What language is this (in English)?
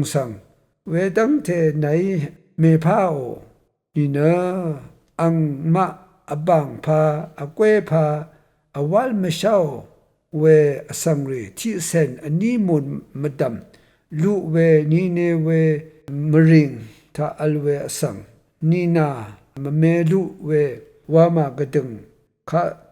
Rawang